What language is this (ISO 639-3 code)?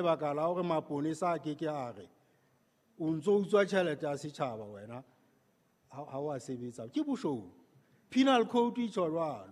sot